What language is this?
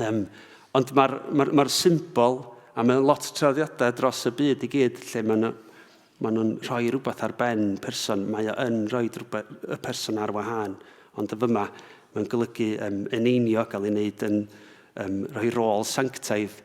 Welsh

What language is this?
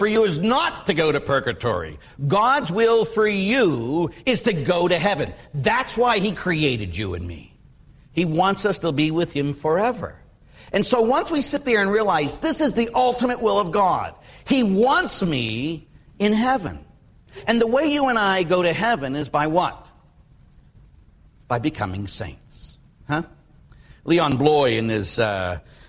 English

